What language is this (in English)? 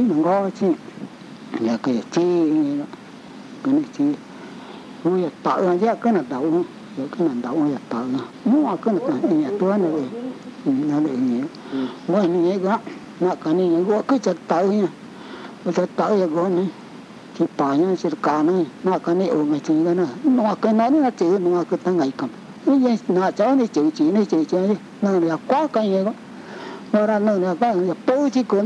Vietnamese